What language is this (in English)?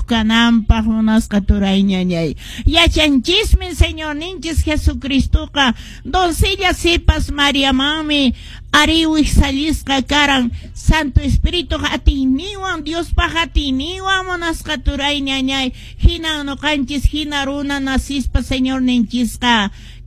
Quechua